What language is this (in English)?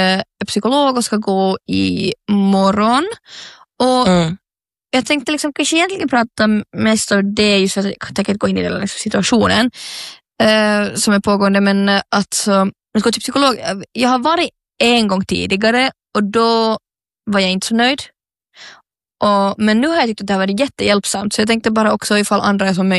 Swedish